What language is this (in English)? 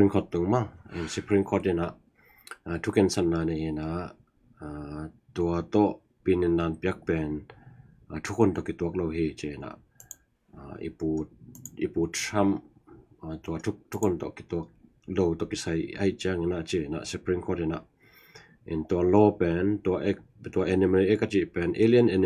Tedim Chin